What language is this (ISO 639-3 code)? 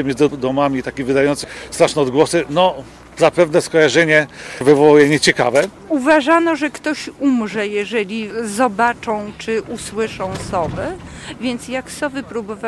pol